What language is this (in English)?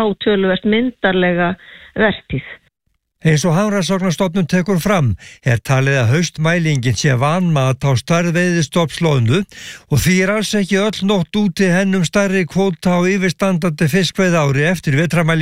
Icelandic